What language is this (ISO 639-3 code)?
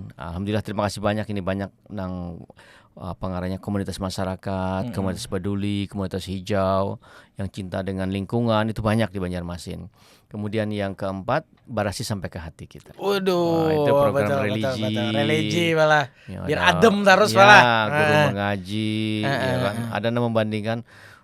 bjn